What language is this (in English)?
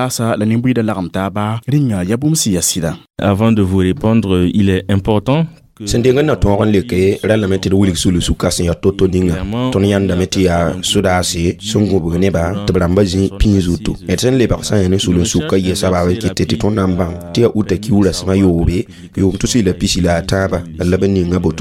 Mossi